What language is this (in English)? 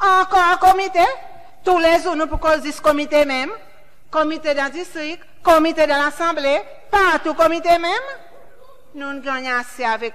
Seselwa Creole French